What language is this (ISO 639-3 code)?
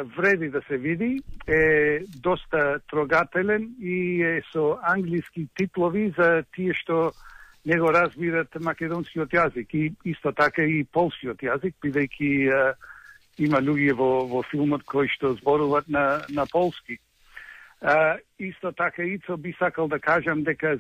mkd